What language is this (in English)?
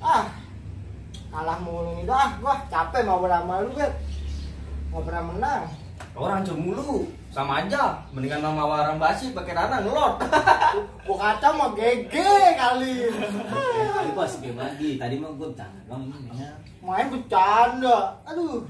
Betawi